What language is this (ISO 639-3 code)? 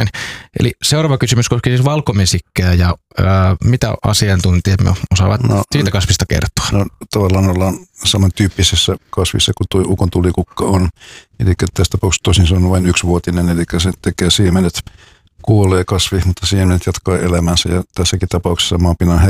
fin